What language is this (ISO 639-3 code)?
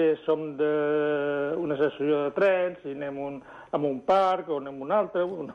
cat